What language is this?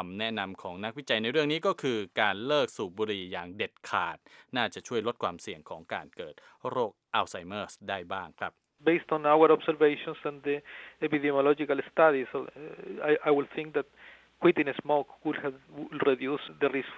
Thai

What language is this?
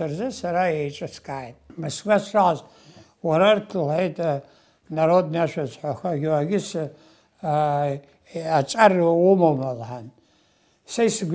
Abkhazian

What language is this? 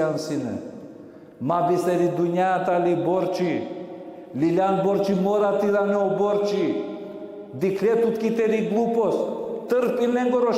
Balkan Romani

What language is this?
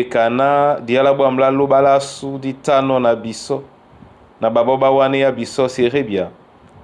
Duala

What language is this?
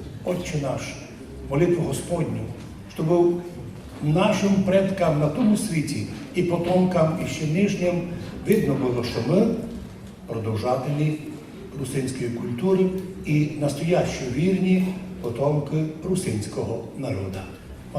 Rusyn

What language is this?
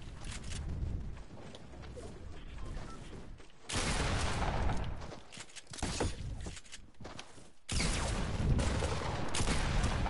Norwegian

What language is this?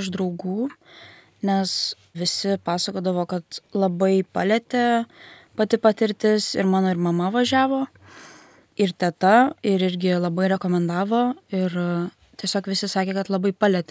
Lithuanian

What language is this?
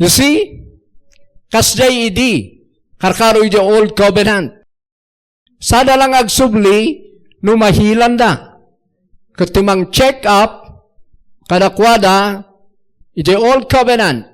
Iloko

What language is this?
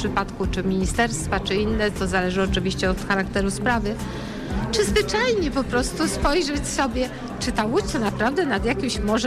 Polish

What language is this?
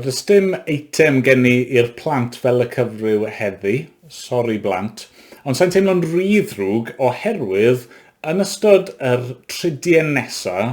Welsh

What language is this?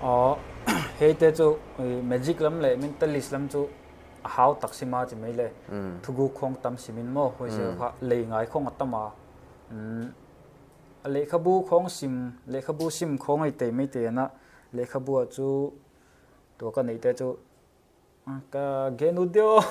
Paite Chin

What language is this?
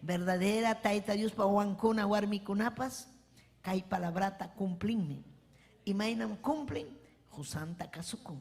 Ayacucho Quechua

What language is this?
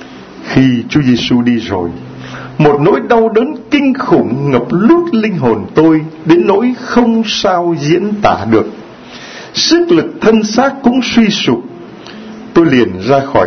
Vietnamese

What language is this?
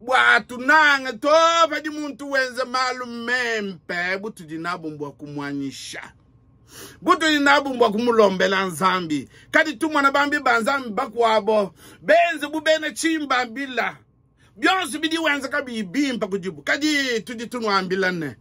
Luba-Lulua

